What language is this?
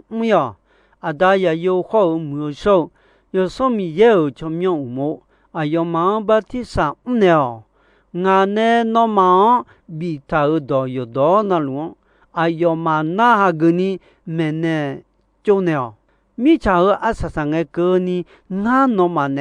Akha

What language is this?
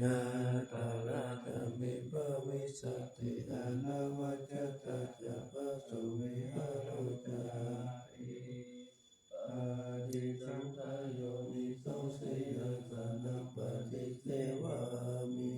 Pali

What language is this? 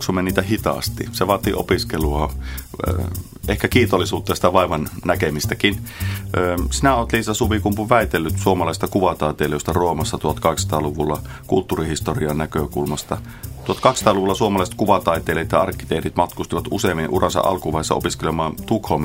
Finnish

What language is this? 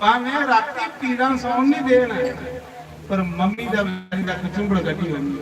Dogri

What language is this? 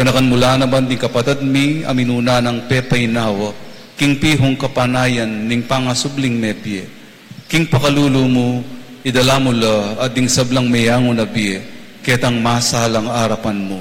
Pampanga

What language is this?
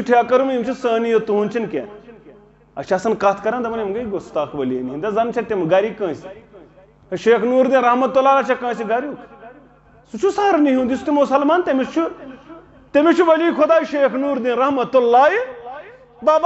Kashmiri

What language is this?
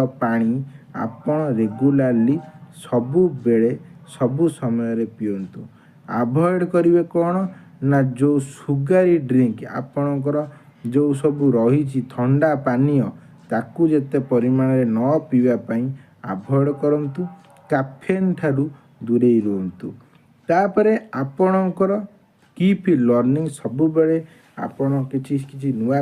Odia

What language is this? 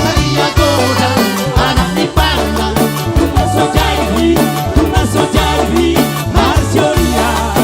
Batak Simalungun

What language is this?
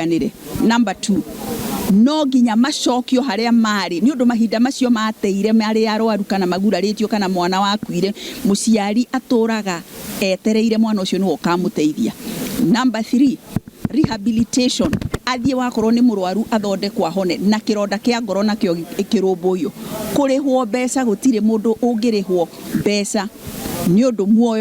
Kikuyu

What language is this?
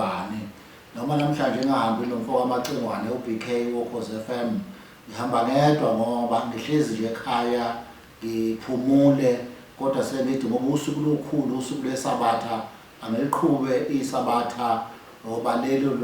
Zulu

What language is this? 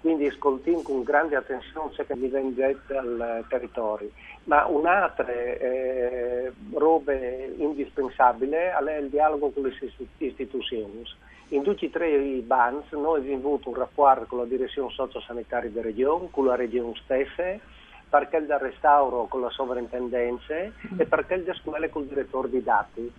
Friulian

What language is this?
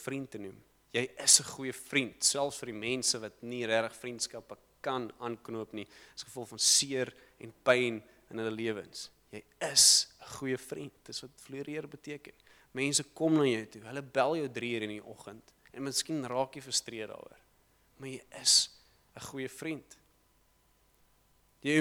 Afrikaans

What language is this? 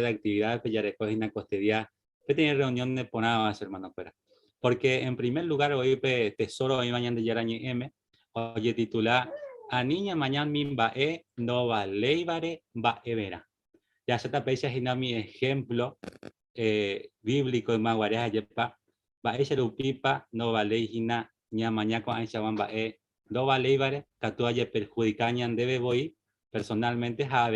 Guarani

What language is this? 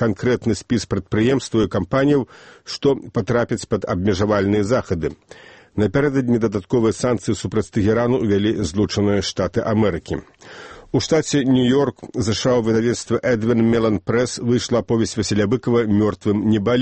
Belarusian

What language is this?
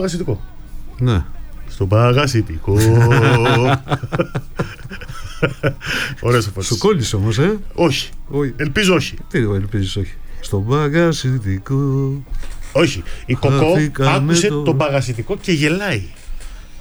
Greek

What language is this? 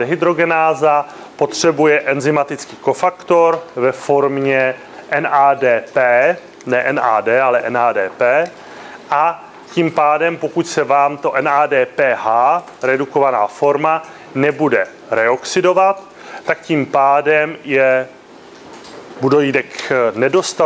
Czech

